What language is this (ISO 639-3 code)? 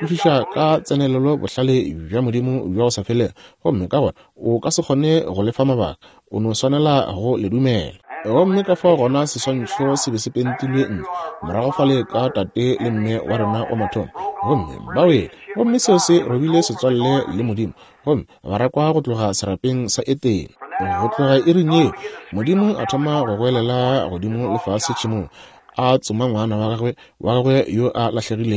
nso